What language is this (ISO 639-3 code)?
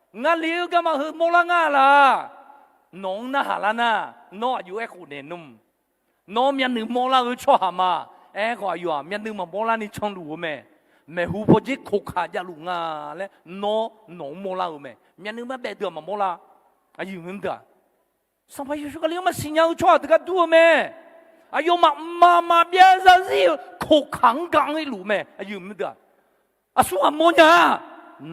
ahk